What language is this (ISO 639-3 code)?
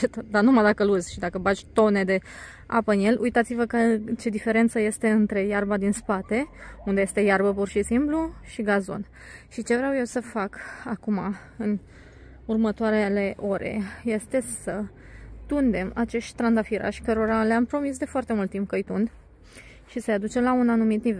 ron